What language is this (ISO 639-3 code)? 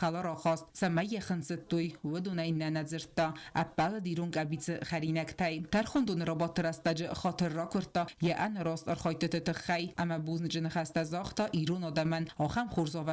oss